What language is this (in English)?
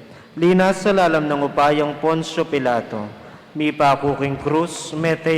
Pampanga